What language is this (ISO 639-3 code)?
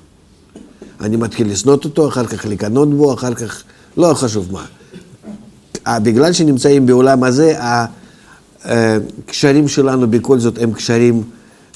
heb